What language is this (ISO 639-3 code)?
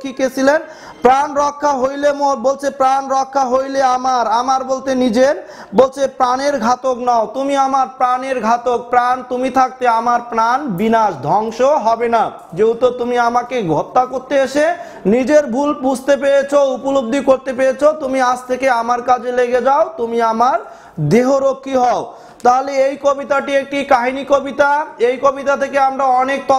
ben